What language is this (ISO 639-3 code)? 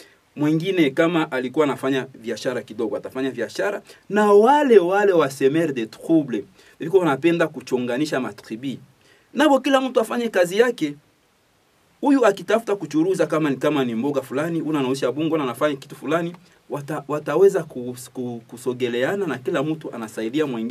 swa